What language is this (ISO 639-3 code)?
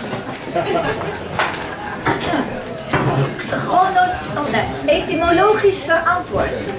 nld